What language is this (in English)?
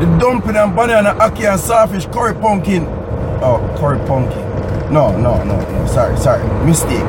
Jamaican Creole English